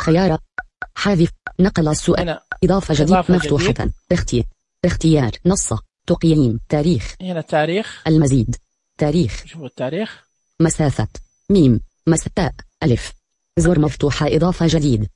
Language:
Najdi Arabic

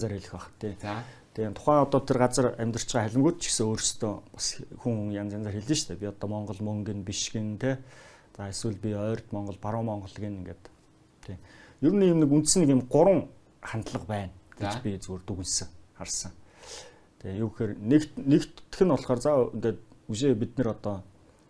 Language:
Mongolian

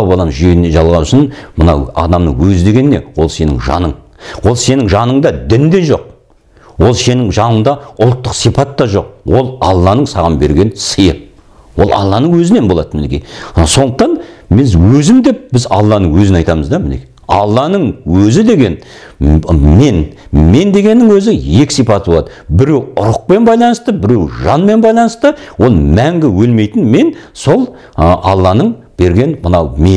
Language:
Kazakh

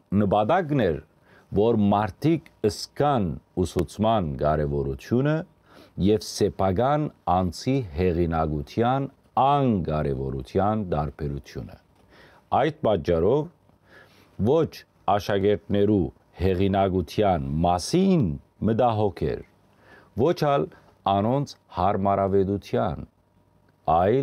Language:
Western Armenian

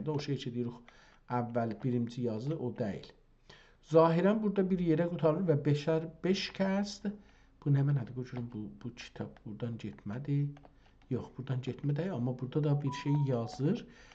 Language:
South Azerbaijani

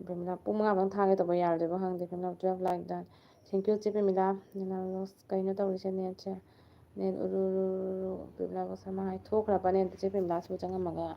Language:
Manipuri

